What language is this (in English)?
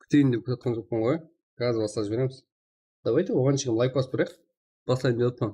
Kara-Kalpak